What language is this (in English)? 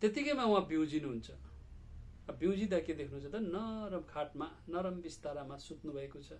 Nepali